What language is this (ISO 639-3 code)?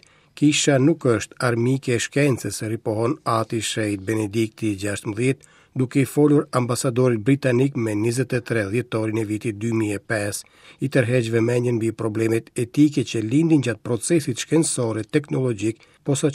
sqi